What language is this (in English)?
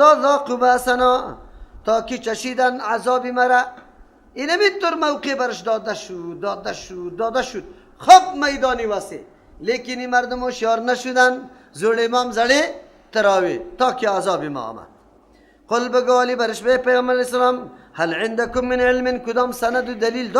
Persian